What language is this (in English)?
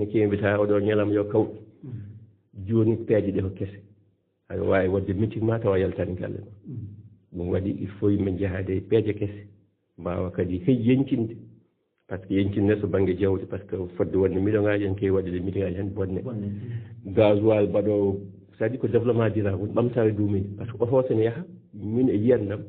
Fula